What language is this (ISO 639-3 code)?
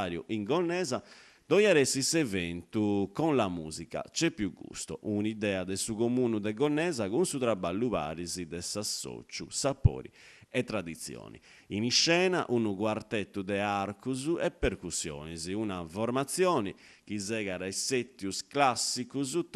srd